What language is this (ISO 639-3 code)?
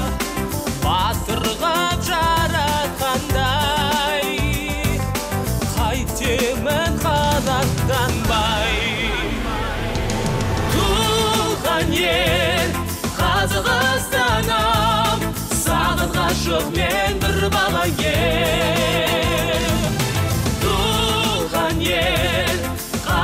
kaz